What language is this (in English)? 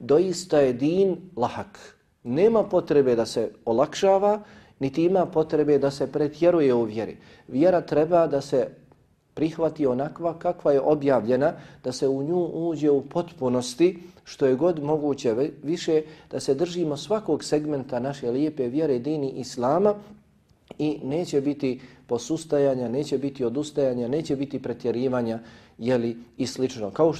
Bosnian